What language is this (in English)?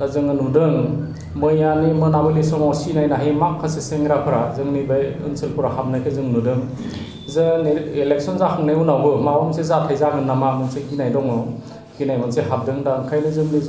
Bodo